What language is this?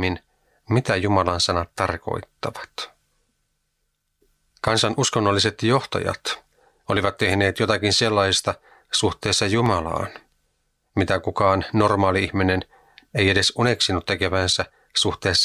Finnish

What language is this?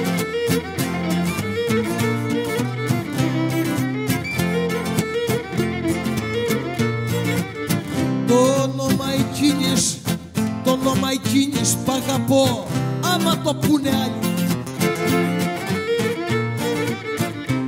Greek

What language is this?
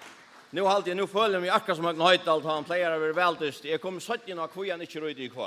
Faroese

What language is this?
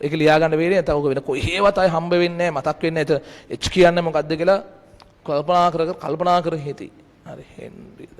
Sinhala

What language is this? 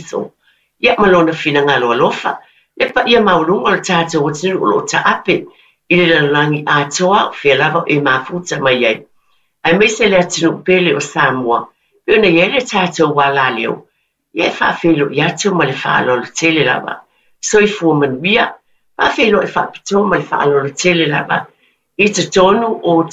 Samoan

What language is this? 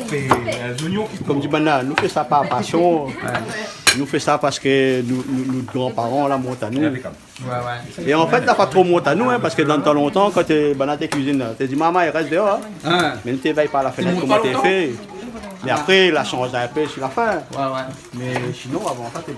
Réunion Creole French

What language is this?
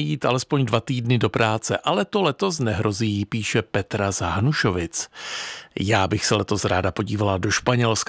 Czech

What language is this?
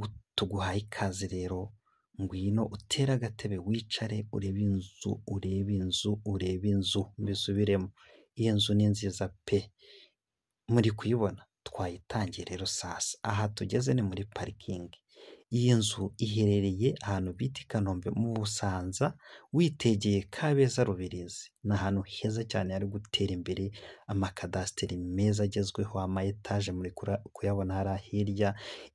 Kinyarwanda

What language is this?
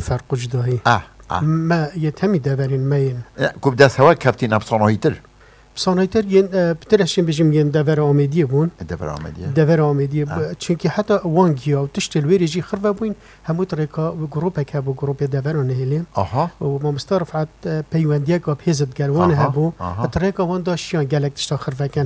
Kurdish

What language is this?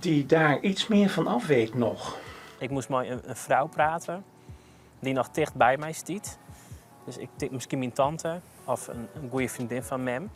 Western Frisian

